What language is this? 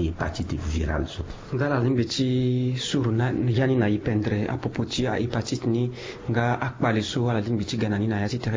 Sango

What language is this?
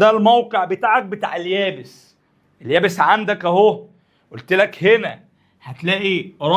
Egyptian Arabic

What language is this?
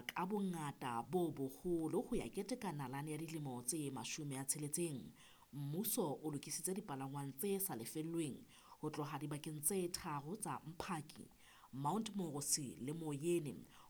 Southern Sotho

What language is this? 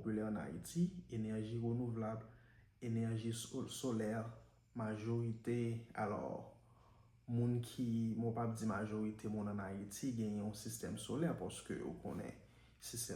Haitian Creole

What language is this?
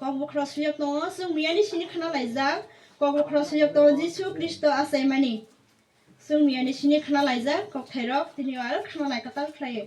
Kok Borok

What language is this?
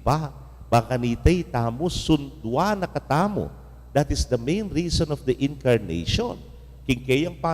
Pampanga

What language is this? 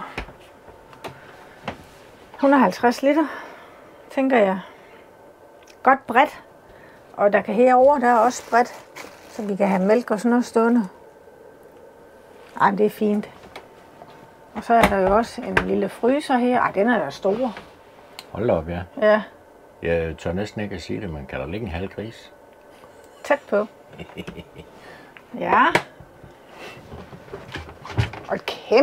Danish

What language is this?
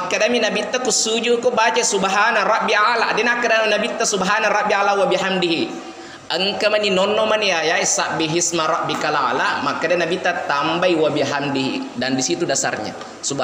Buginese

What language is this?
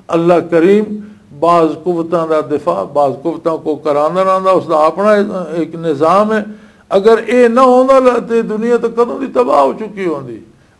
Western Panjabi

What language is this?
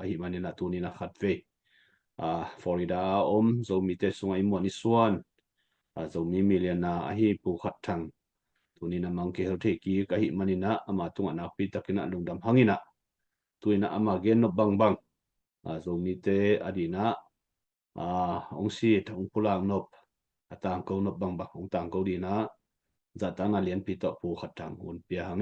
Tedim Chin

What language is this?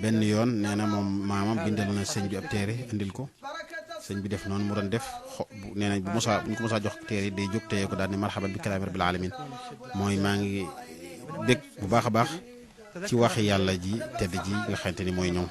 Wolof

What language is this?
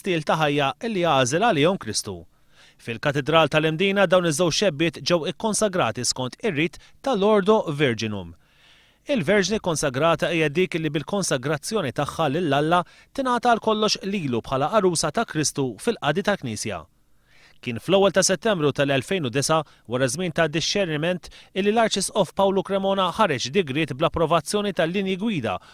Maltese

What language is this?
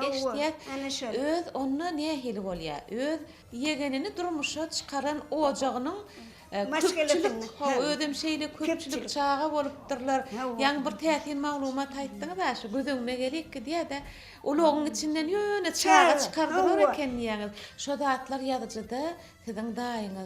Turkmen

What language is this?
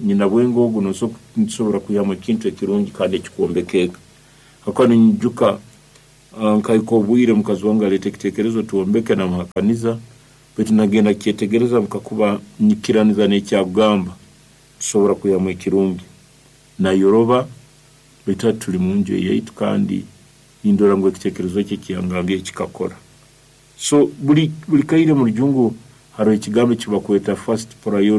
Nyoro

